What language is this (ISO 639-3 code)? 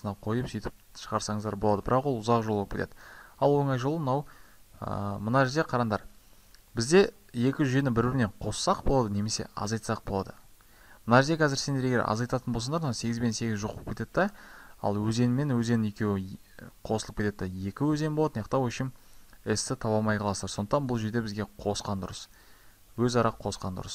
kaz